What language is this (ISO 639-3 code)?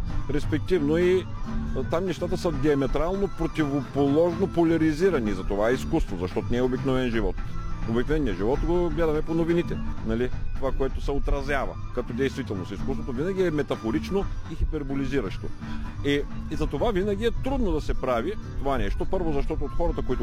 bul